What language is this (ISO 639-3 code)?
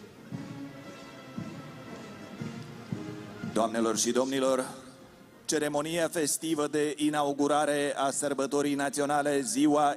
ron